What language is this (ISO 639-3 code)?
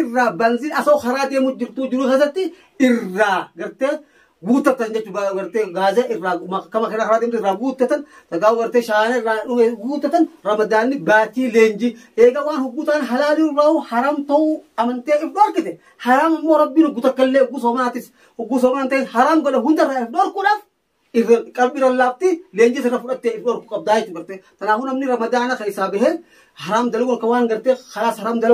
orm